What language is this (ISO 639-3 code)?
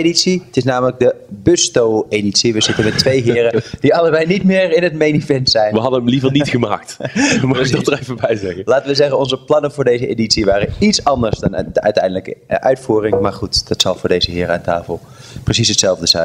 nld